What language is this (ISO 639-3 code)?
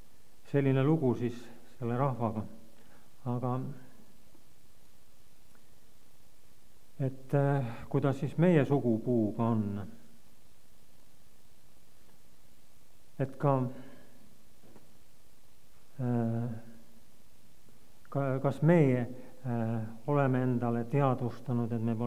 est